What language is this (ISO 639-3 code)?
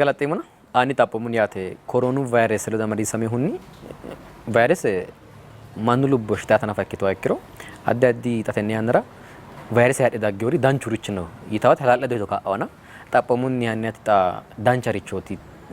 sid